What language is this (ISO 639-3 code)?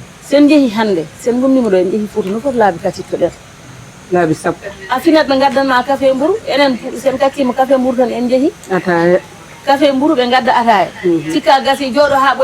ful